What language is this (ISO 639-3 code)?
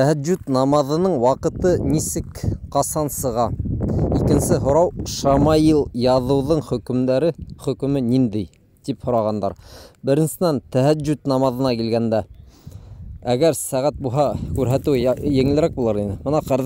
bak